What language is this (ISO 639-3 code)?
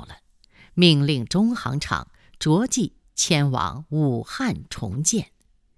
zho